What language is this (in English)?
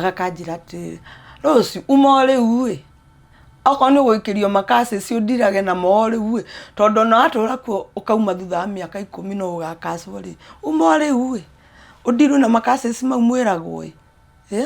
Kikuyu